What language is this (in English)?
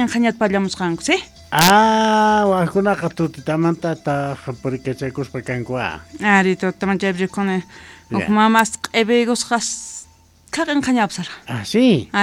South Bolivian Quechua